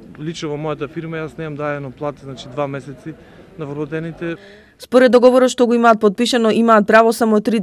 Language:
Macedonian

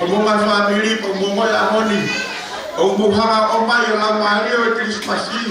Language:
Tongan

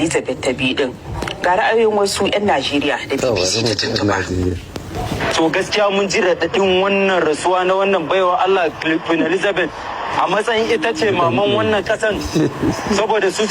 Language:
Hausa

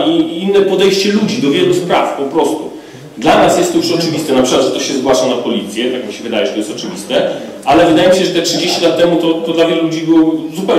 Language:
Polish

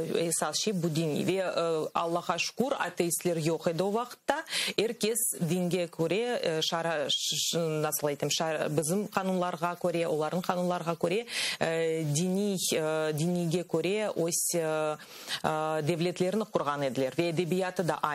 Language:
Crimean Tatar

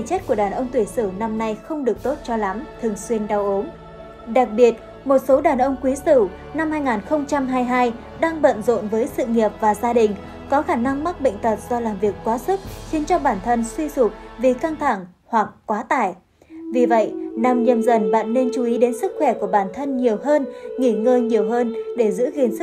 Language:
Vietnamese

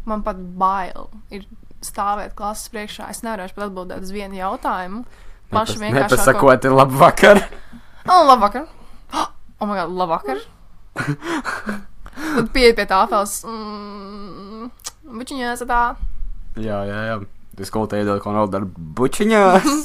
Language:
Latvian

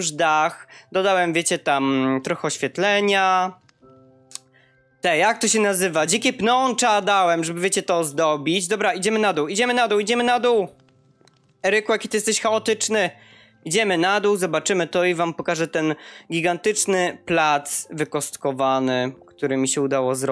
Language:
Polish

